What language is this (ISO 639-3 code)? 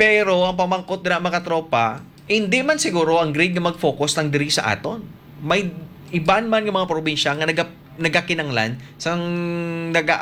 hil